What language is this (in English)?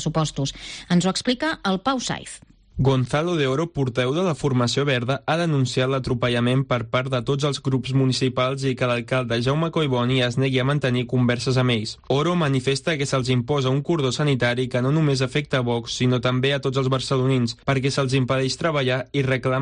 Catalan